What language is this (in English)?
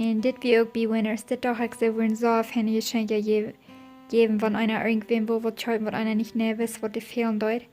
Plautdietsch